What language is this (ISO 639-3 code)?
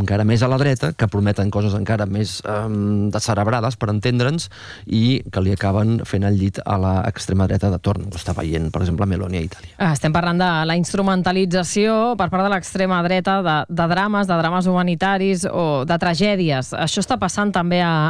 cat